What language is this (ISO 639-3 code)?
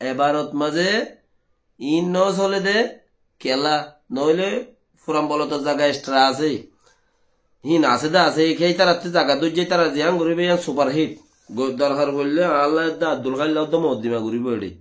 rhg